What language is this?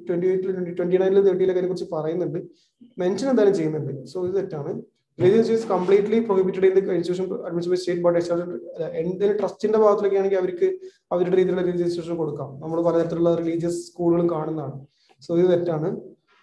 Malayalam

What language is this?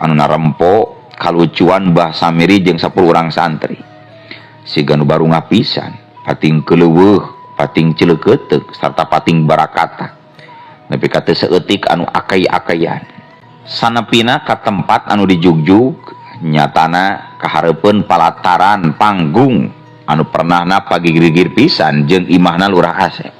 Sundanese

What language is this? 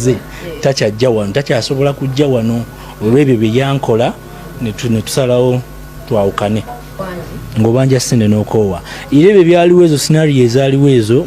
Ganda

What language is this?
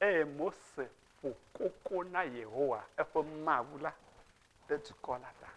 Ewe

